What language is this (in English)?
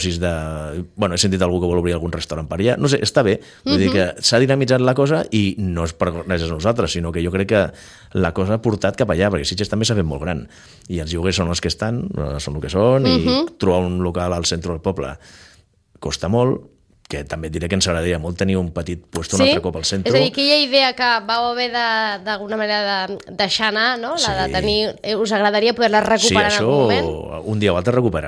Catalan